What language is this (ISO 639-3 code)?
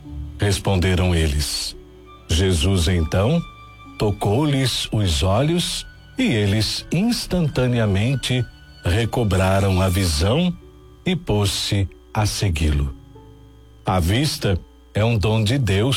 por